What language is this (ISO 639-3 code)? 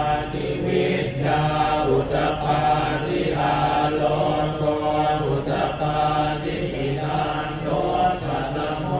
pli